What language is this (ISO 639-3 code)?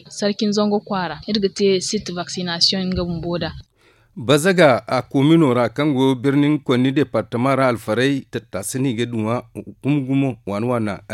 dje